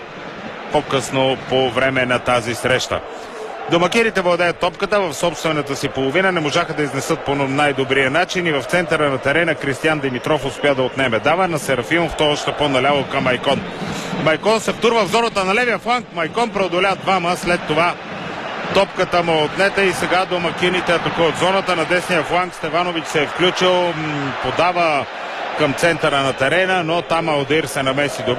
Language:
Bulgarian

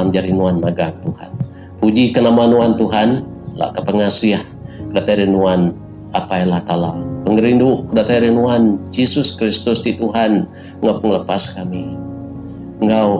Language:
Iban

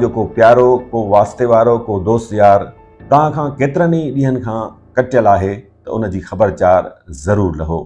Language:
Sindhi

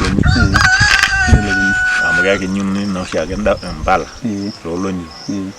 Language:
Masai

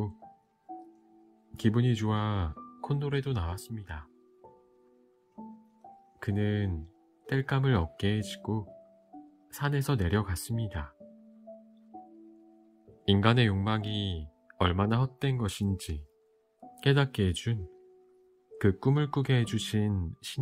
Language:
Korean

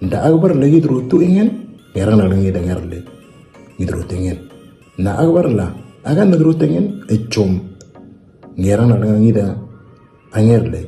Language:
Moro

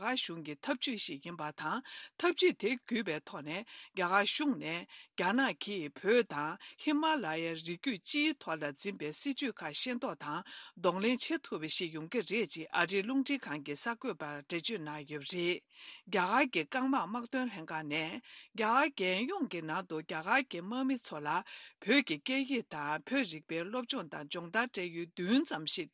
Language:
Tibetan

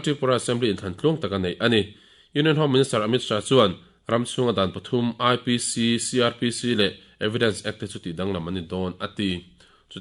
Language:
Mizo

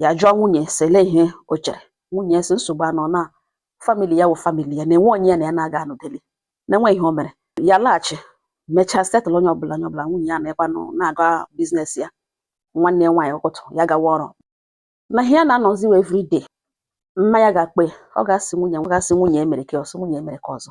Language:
Igbo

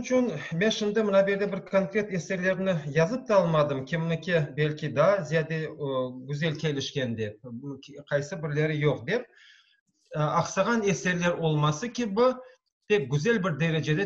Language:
Crimean Tatar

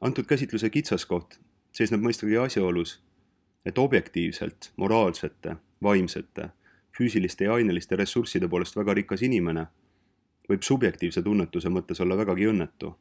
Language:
Estonian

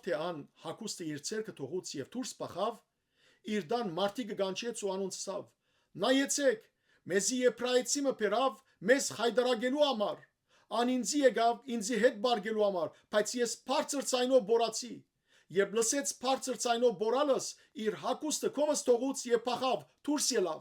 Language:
Western Armenian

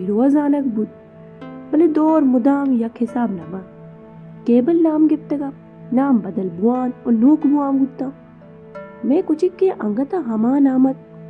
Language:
Baluchi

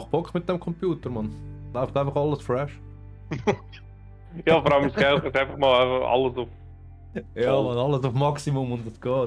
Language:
Swiss German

